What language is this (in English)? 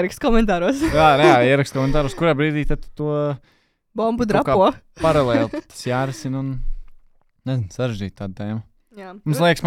Latvian